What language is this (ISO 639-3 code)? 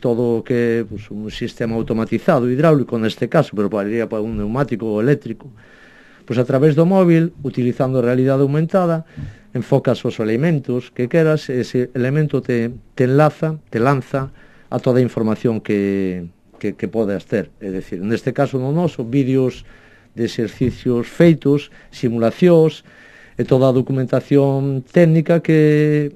glg